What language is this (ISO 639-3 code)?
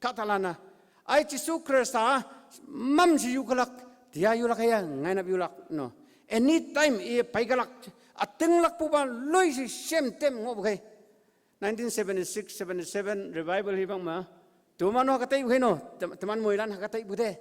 nbe